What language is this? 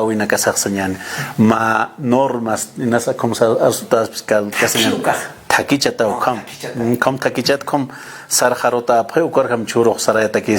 Aymara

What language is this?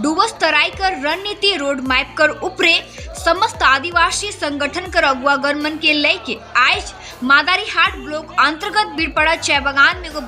Sadri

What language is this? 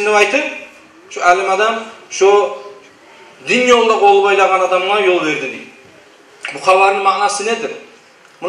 Kumyk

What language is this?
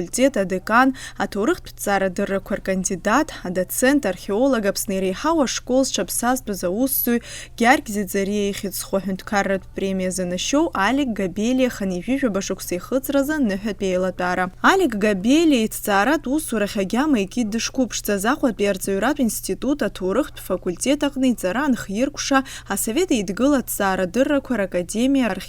Abkhazian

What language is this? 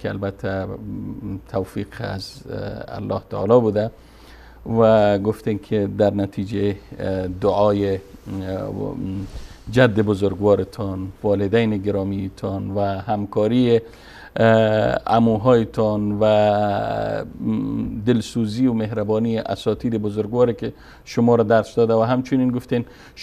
Persian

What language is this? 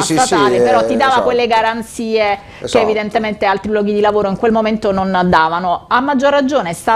Italian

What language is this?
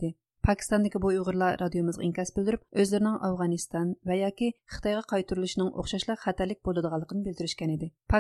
Uyghur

